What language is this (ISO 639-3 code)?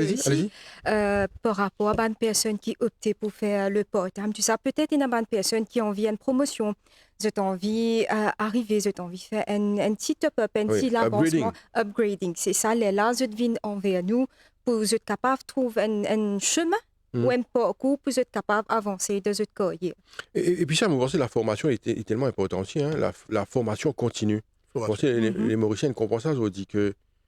mfe